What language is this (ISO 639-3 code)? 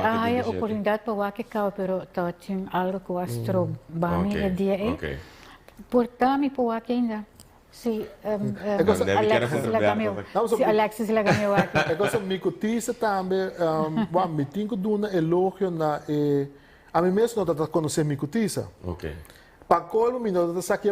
pap